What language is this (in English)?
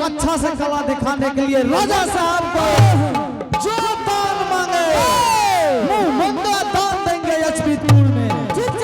Angika